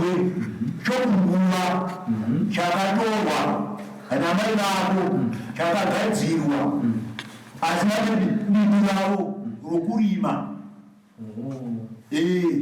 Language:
Shona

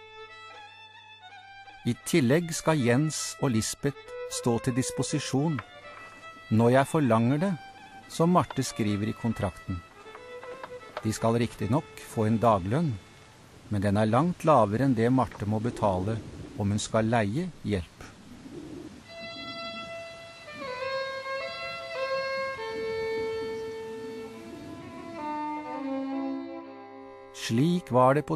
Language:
Norwegian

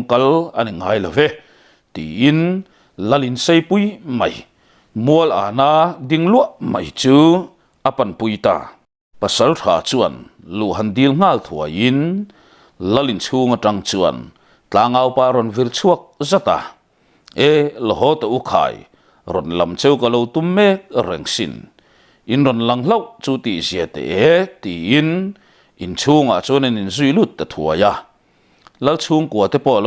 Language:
Mizo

